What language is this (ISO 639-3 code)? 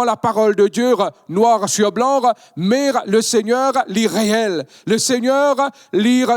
mfe